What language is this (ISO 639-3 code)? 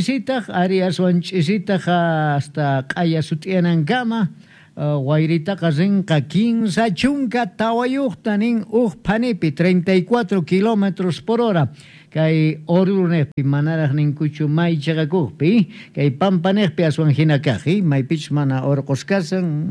quh